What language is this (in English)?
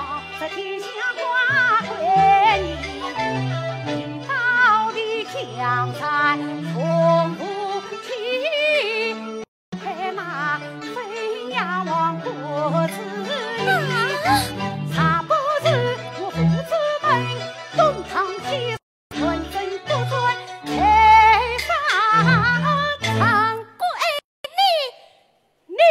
Chinese